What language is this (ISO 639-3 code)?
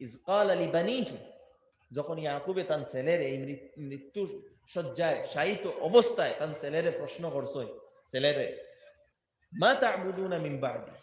syl